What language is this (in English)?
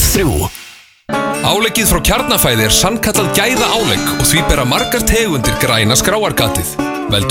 Icelandic